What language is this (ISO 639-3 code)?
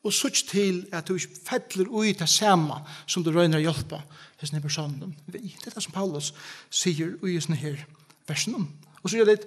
fao